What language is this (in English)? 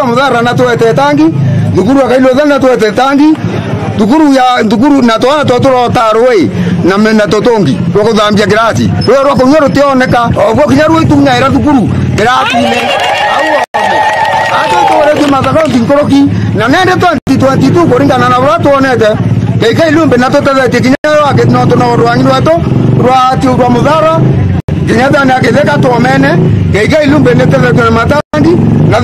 Meru